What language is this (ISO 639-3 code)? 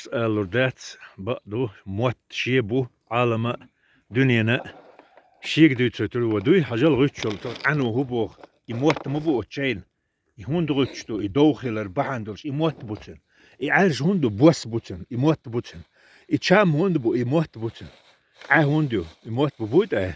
che